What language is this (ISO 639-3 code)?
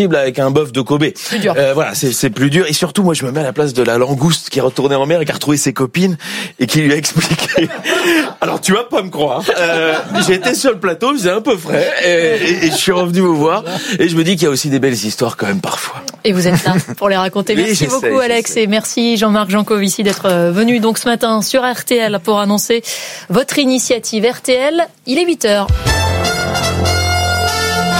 fra